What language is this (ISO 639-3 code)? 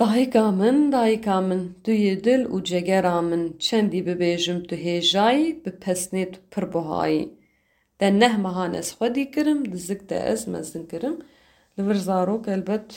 kur